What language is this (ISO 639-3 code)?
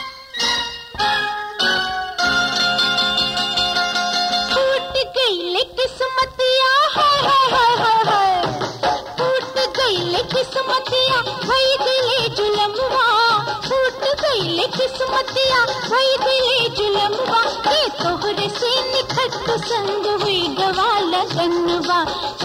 bho